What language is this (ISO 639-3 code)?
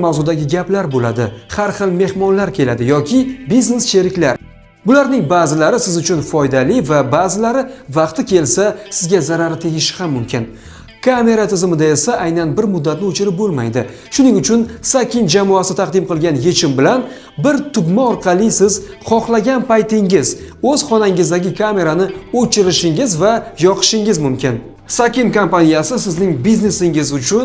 uzb